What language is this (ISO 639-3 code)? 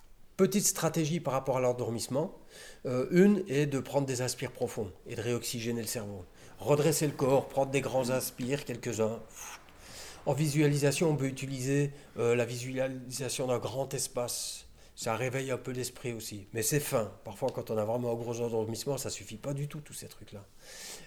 fra